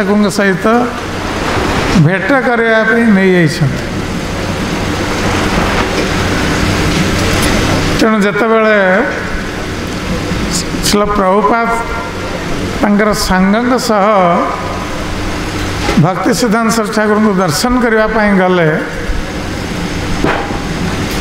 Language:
Odia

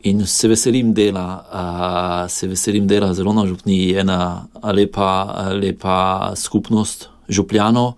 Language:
Slovenian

